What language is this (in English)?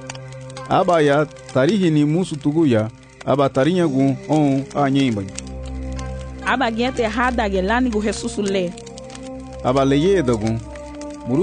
Garifuna